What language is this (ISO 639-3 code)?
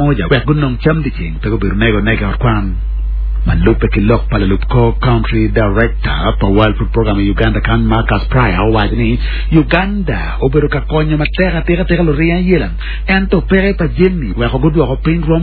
ach